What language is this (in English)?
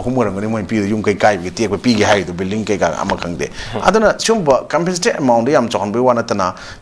Manipuri